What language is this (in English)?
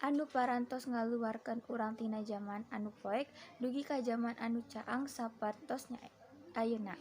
Sundanese